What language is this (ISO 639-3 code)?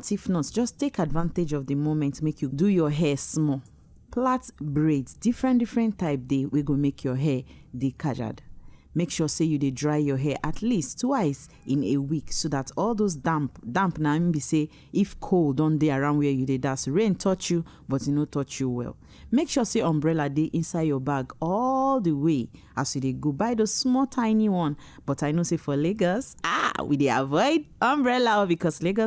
pcm